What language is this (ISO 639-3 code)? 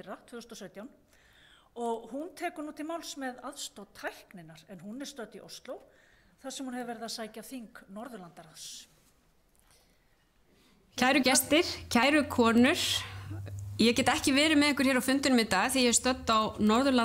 isl